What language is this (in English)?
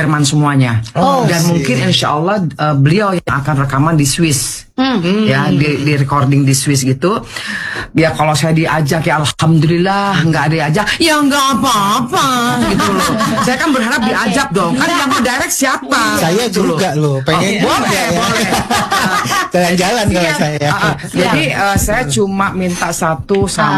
Indonesian